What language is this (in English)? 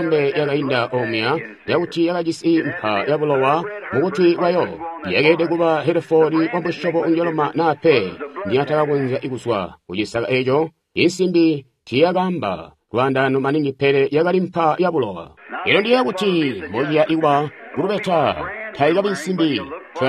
Tonga (Zambia)